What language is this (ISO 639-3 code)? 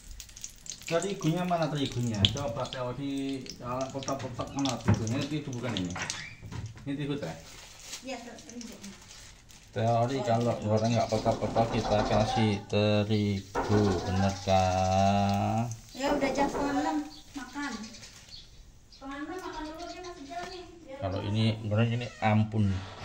ind